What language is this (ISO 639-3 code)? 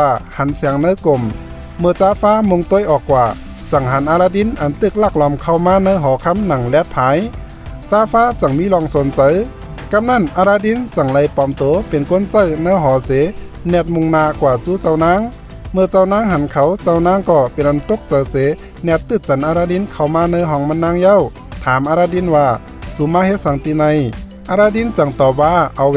shn